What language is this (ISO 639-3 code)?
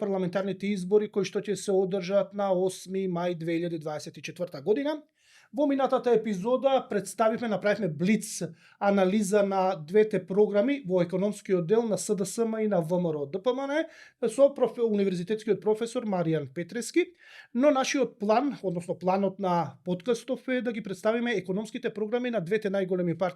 mkd